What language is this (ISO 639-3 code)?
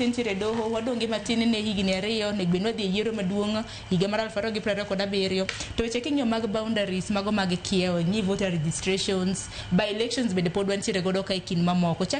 luo